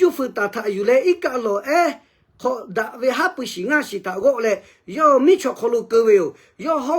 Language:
Lahu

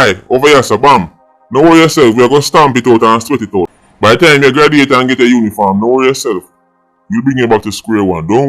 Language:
Jamaican Creole English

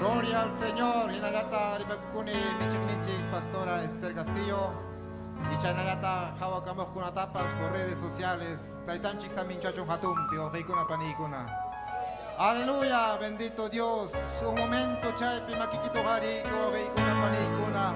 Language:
Ayacucho Quechua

